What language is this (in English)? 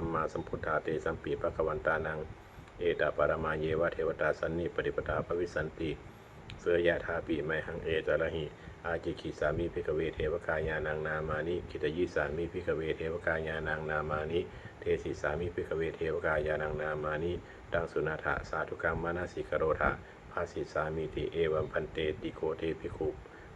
Pali